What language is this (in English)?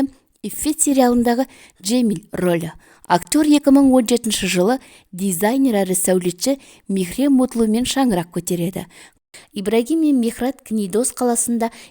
Kazakh